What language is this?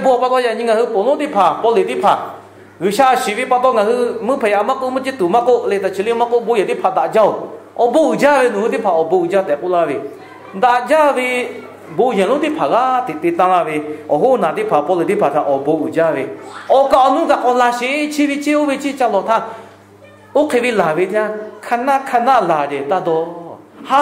Lahu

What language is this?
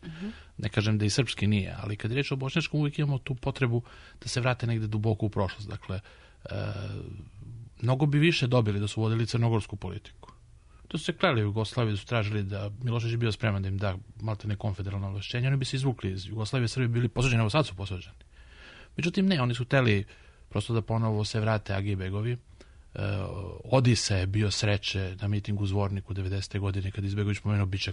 Serbian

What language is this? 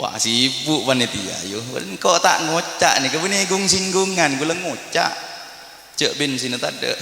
Madurese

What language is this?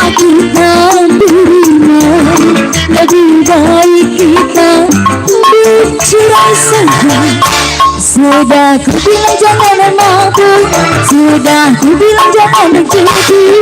Betawi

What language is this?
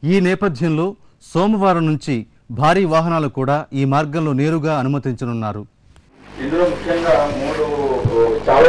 Telugu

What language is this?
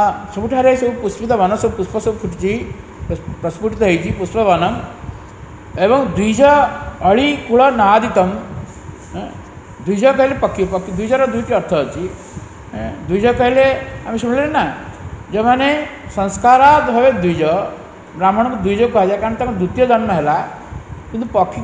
Odia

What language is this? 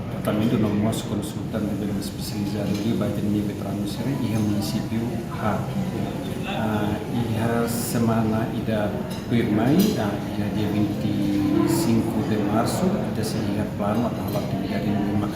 Tetum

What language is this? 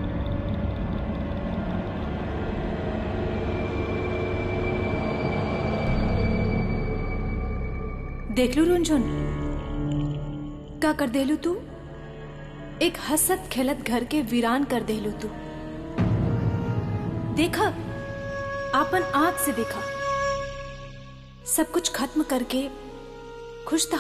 Bhojpuri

